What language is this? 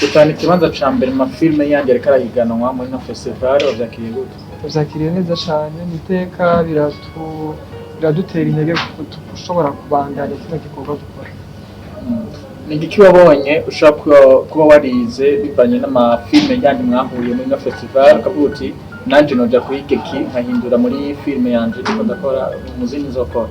Rundi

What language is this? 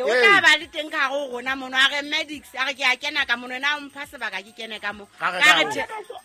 Southern Sotho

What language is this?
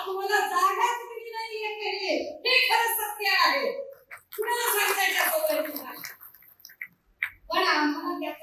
Marathi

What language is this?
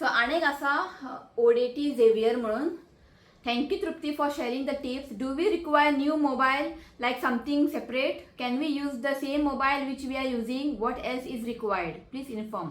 Konkani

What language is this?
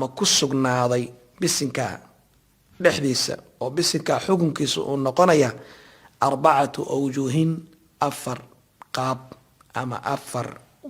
Somali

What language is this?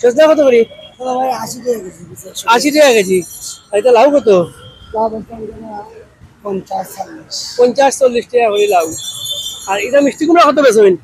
Sylheti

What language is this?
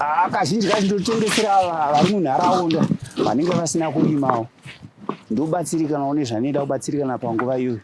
Shona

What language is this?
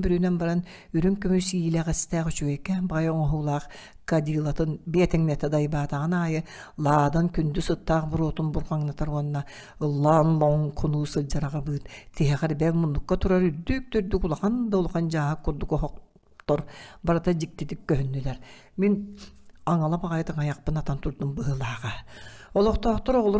Yakut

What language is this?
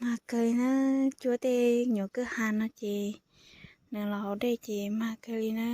Hmong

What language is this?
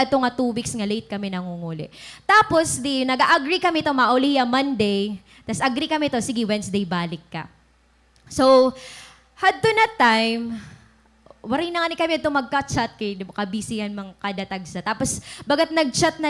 Waray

